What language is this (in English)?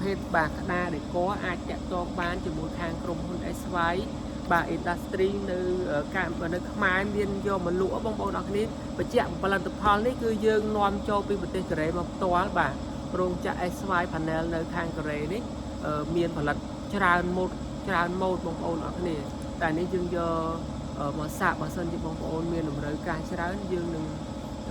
Khmer